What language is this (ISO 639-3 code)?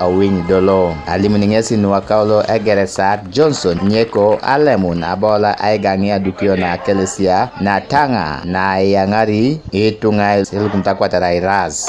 teo